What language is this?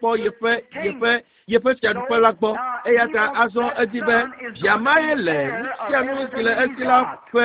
Ewe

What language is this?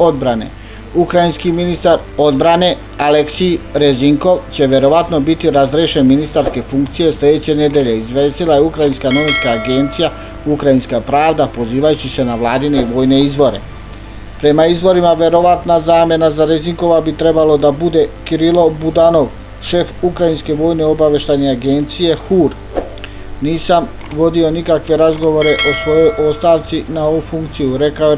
Serbian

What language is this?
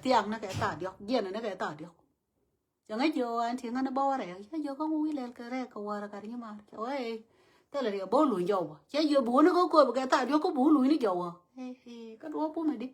Nuer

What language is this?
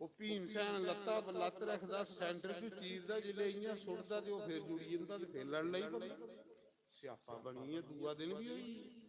Dogri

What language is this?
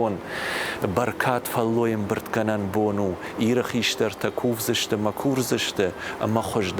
Ossetic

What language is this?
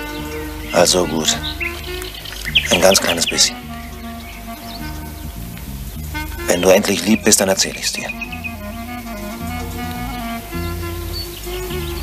German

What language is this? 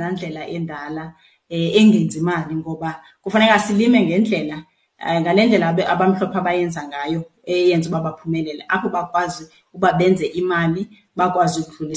Xhosa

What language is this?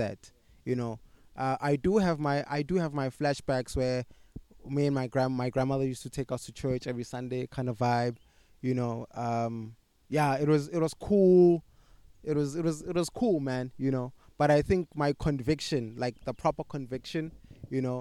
English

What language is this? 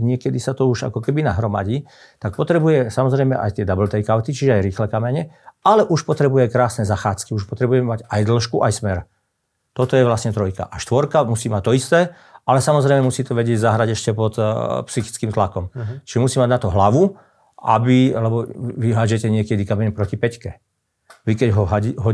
Slovak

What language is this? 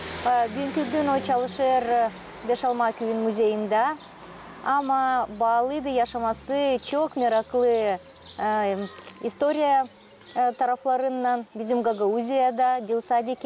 Gagauz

